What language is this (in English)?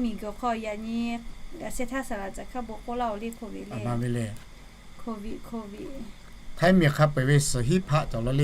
Lahu